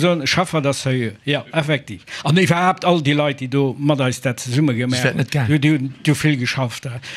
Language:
Luxembourgish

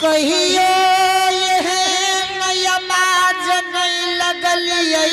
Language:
Angika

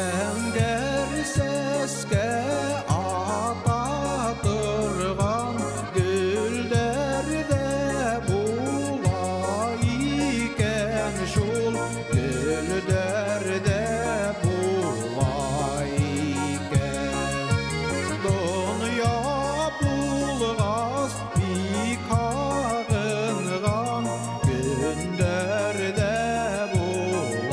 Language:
Bashkir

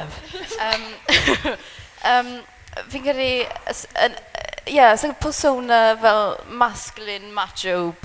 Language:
Welsh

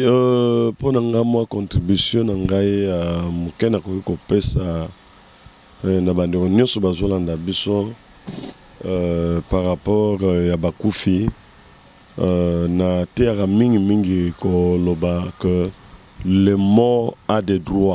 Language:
Lingala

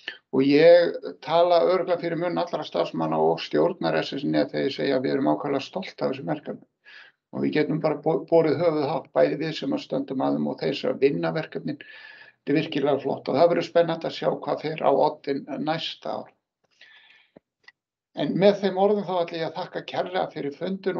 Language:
Icelandic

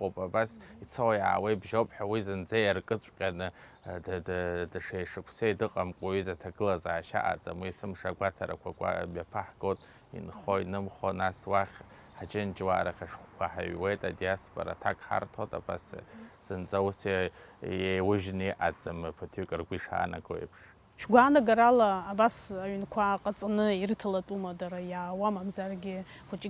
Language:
Abkhazian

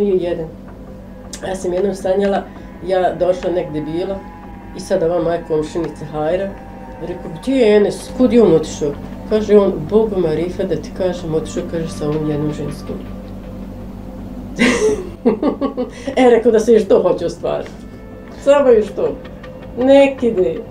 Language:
Bosnian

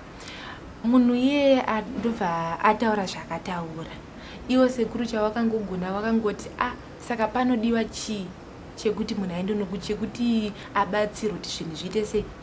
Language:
Shona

